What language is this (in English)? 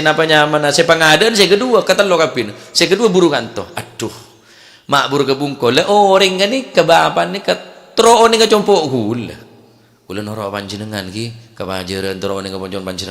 Madurese